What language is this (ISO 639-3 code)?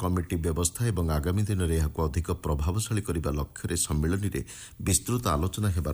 ori